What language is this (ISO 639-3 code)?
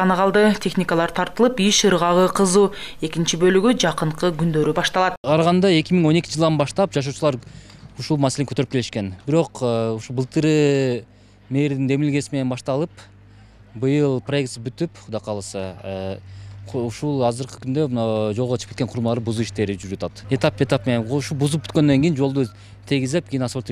kir